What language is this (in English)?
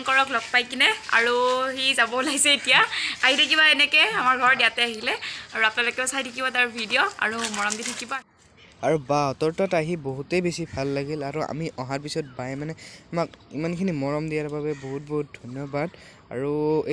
Assamese